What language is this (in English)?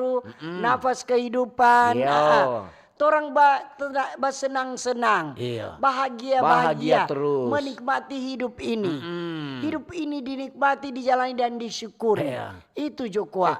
Manado Malay